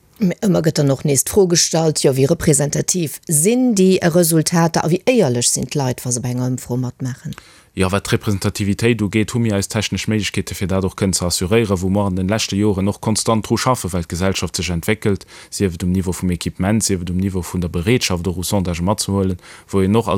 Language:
Luxembourgish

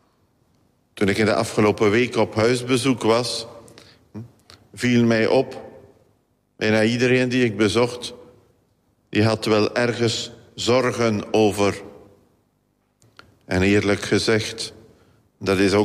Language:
Dutch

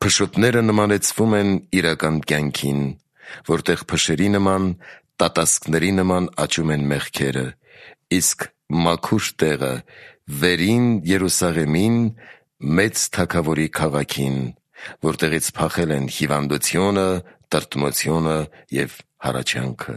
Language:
Armenian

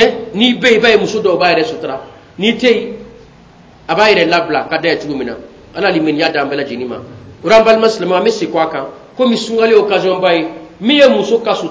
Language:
Bambara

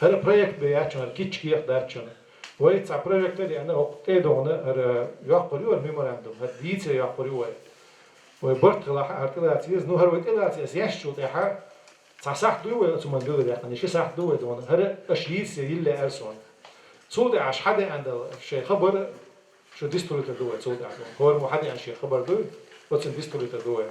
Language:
Chechen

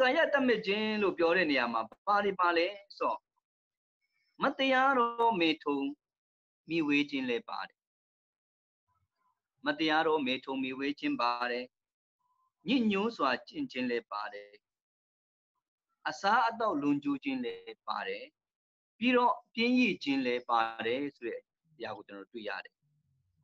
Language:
Burmese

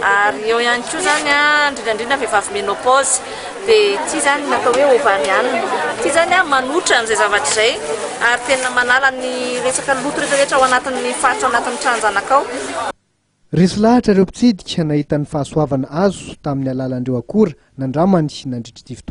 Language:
Malagasy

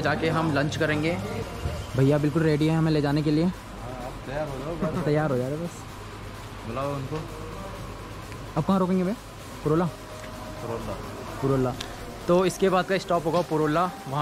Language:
Hindi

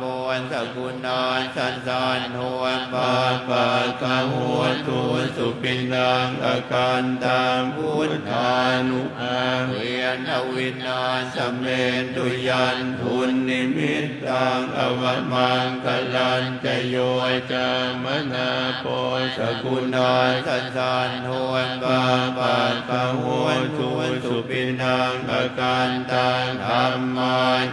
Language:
Pali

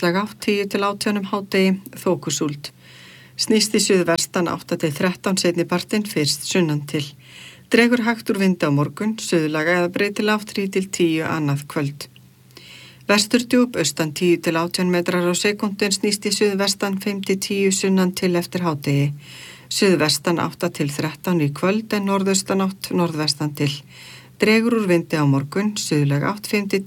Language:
Icelandic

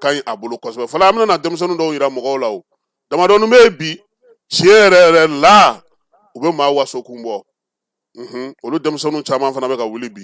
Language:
Bambara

